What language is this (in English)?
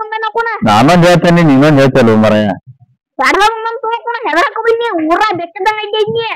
Kannada